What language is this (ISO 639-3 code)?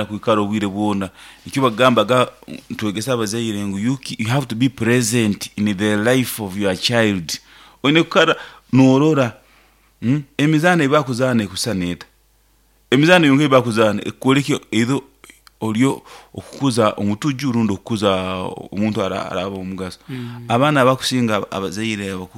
nyo